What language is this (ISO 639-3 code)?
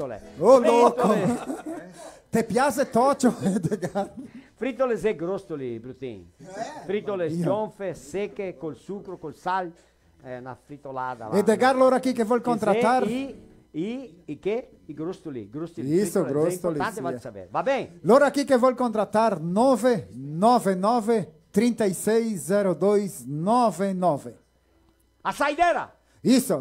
vec